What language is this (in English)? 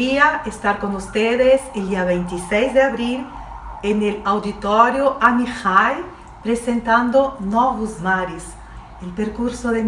Ladino